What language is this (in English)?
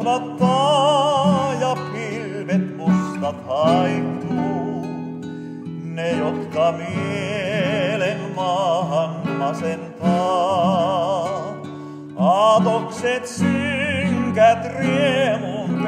Finnish